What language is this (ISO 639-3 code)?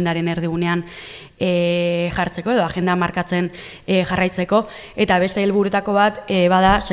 eus